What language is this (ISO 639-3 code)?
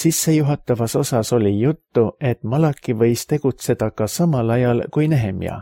est